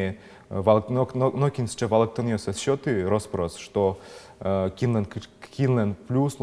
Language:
Udmurt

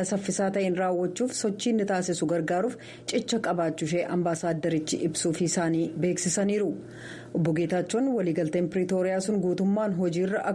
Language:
Oromo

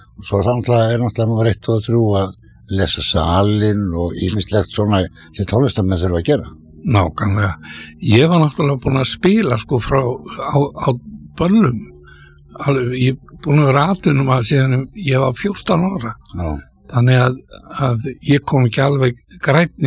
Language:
Icelandic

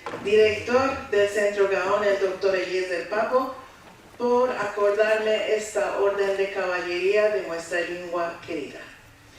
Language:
Ladino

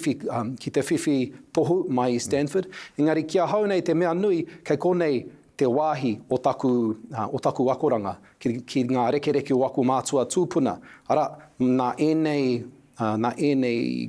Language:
Māori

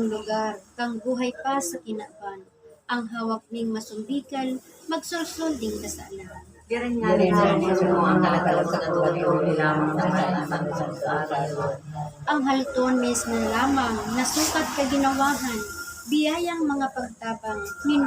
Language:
Bikol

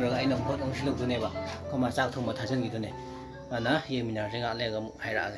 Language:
Manipuri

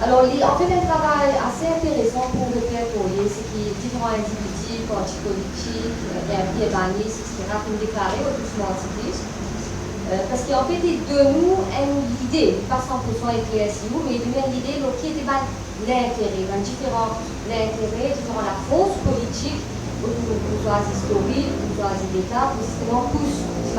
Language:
Morisyen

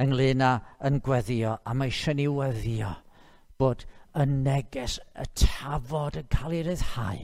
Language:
Welsh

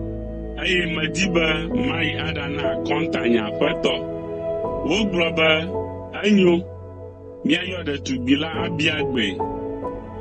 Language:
Ewe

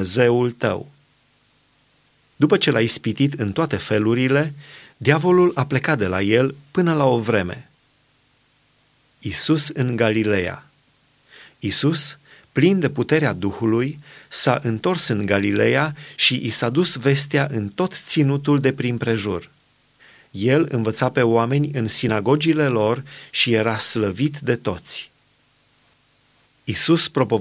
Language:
Romanian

